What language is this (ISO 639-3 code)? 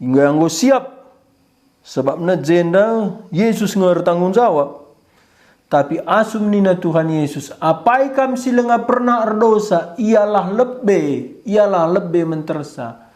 btx